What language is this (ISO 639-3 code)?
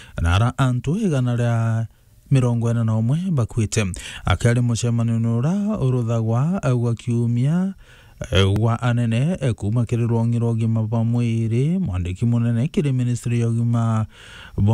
mer